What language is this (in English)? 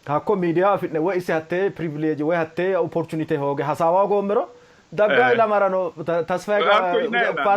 Sidamo